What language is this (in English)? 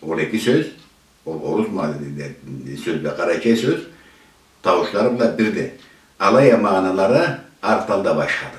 Karachay-Balkar